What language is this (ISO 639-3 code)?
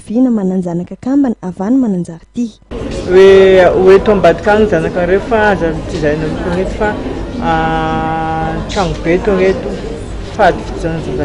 mlg